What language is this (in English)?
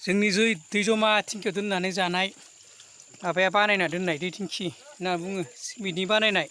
Bodo